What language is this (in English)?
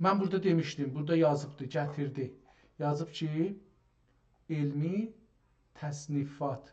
South Azerbaijani